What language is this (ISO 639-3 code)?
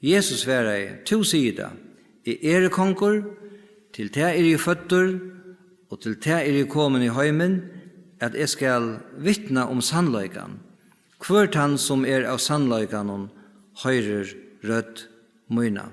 fao